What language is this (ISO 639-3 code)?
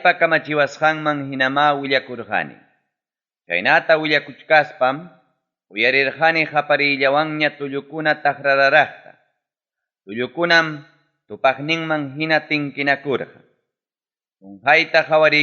quy